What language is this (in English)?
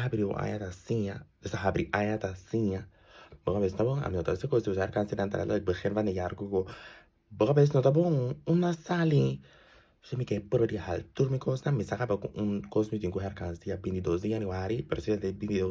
Papiamento